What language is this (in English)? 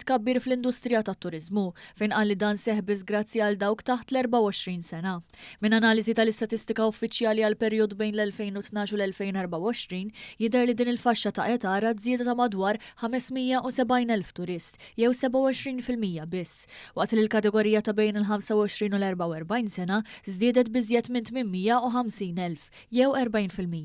Maltese